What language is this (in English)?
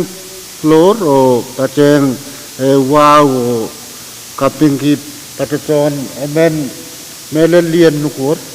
Pohnpeian